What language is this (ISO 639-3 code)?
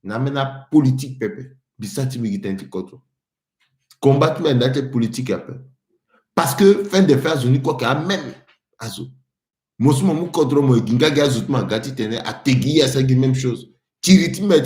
sag